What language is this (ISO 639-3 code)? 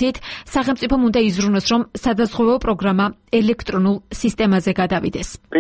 kat